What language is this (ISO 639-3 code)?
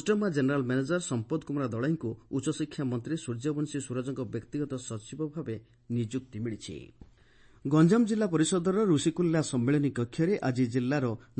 ori